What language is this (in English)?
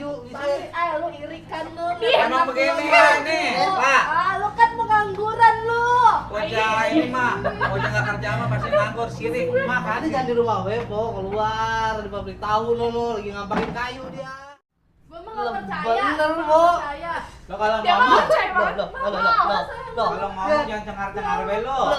Betawi